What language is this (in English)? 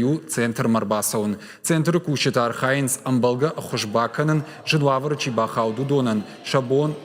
Ossetic